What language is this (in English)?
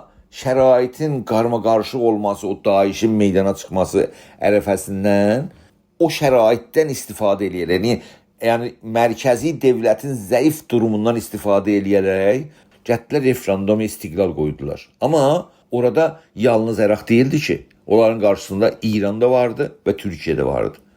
South Azerbaijani